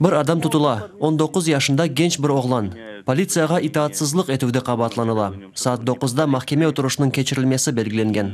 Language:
Crimean Tatar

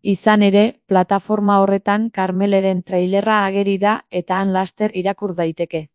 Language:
Basque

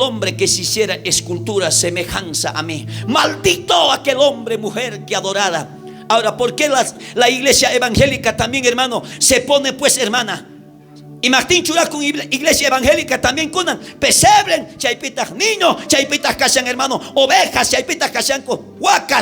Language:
South Bolivian Quechua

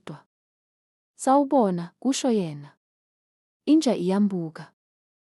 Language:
Zulu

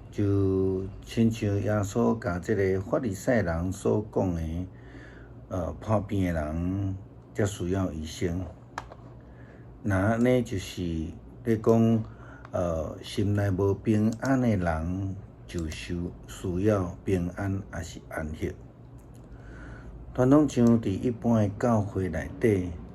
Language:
Min Nan Chinese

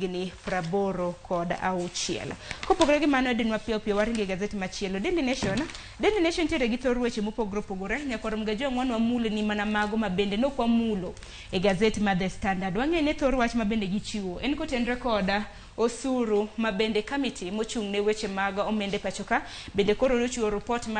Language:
Luo (Kenya and Tanzania)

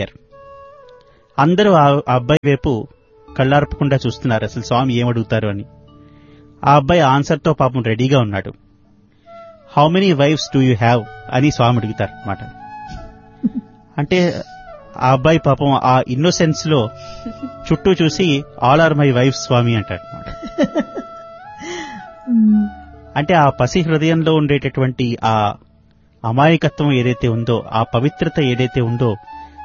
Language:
Telugu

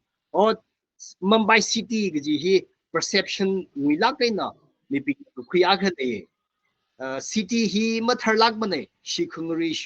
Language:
Tangkhul Naga (India)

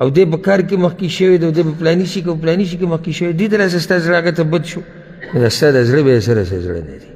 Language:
Pashto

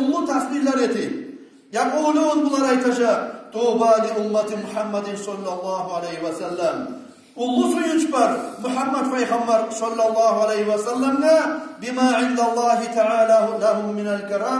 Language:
Kumyk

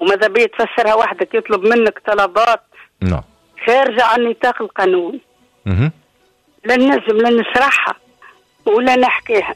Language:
Tunisian Arabic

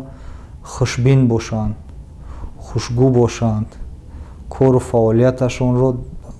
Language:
Tajik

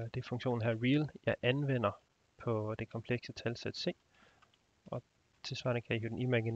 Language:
Danish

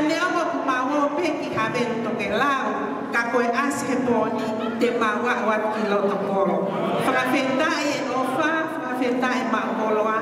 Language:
Tongan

